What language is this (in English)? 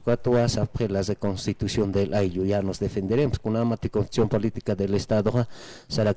Aymara